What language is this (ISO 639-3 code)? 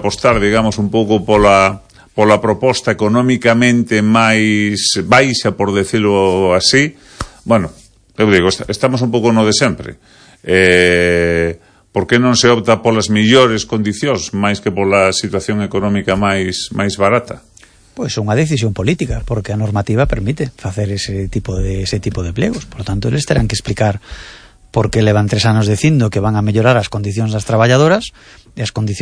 glg